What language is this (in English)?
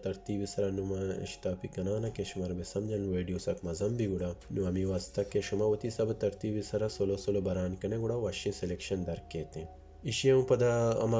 Baluchi